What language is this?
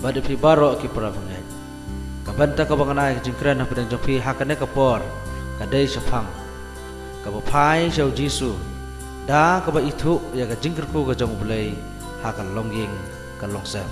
Khasi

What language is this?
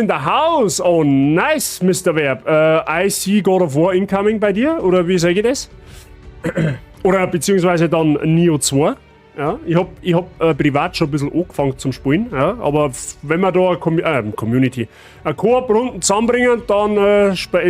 Bavarian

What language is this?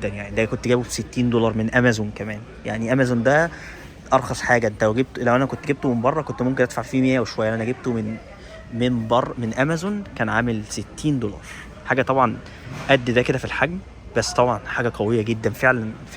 Egyptian Arabic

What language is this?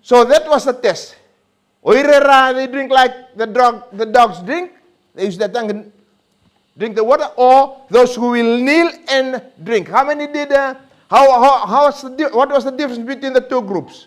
Fijian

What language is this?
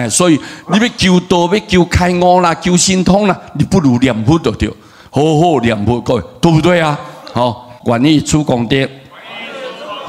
Min Nan Chinese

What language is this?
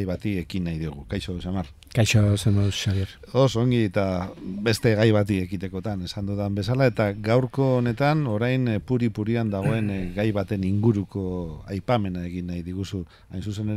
Basque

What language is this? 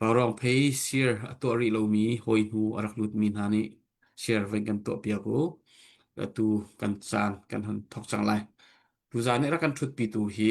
Hakha Chin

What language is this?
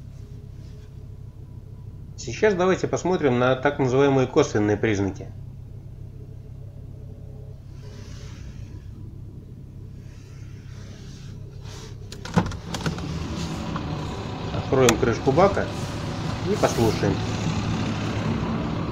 Russian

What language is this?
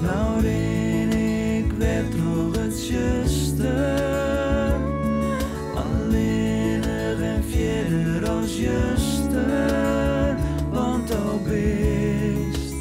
Western Frisian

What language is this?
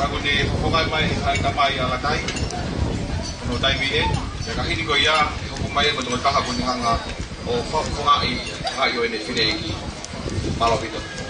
Tongan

